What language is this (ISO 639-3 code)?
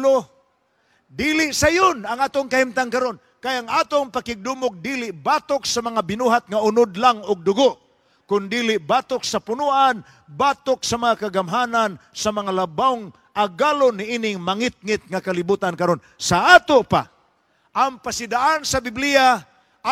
ceb